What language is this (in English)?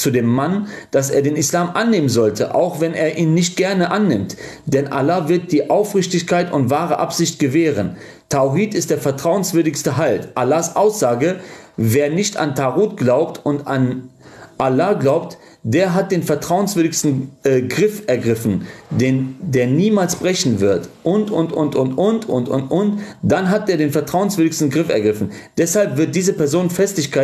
German